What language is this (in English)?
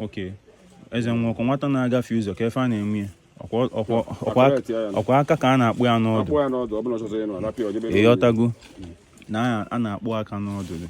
Igbo